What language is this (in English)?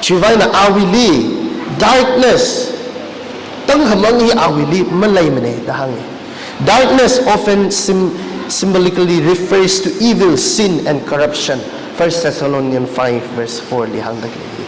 Tangkhul Naga (India)